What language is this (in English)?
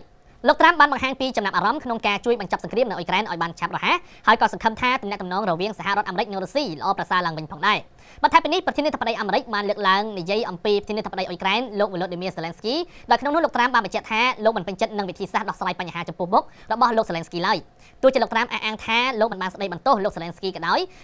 Khmer